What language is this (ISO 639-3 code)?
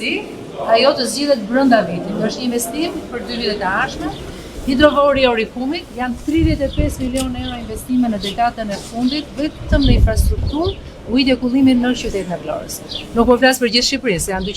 sqi